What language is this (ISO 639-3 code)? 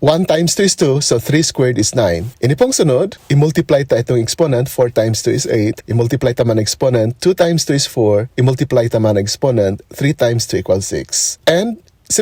bik